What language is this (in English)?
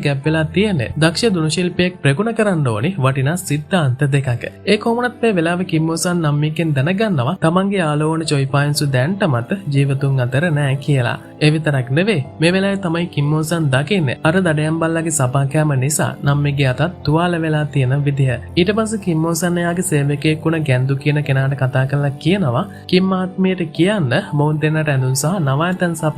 Sinhala